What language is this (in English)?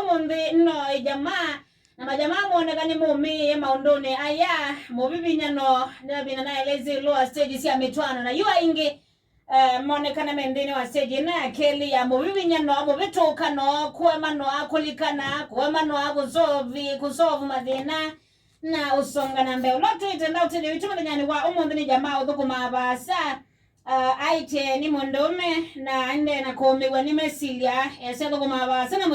Kamba